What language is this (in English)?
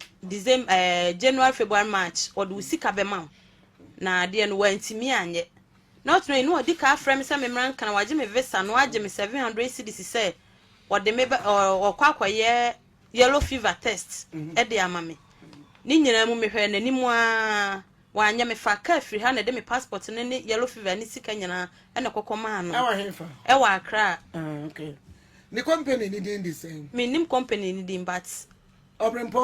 Akan